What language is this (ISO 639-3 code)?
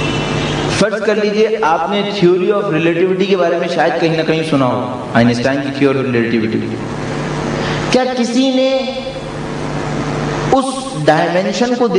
urd